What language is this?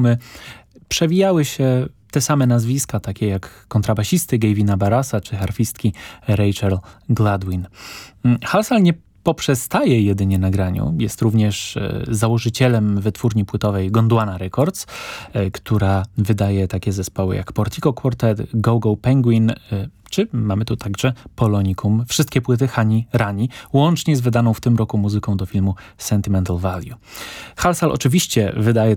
Polish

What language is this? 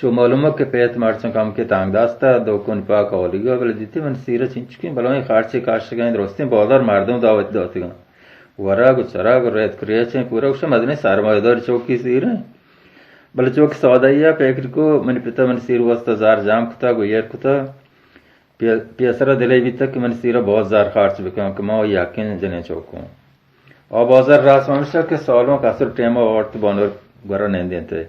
Baluchi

